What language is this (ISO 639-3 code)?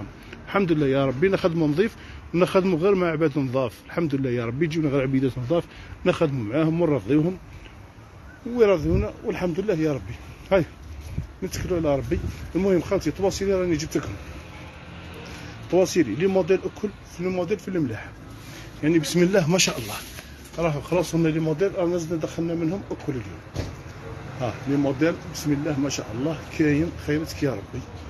arq